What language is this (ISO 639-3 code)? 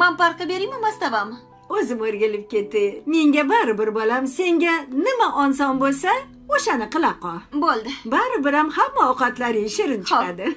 uzb